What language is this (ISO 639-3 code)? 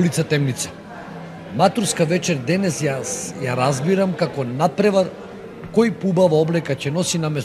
mkd